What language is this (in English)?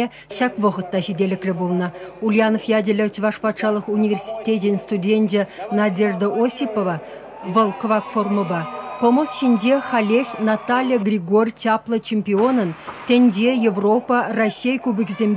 Chuvash